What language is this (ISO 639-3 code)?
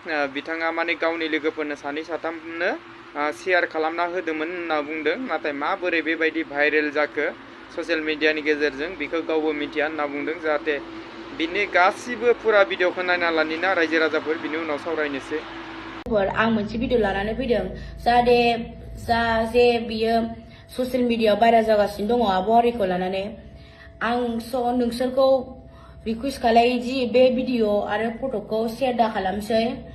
brx